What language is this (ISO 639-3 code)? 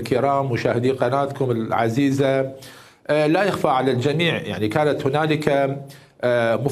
acm